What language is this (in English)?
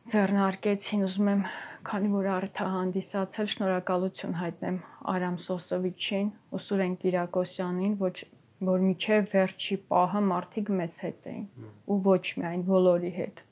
Armenian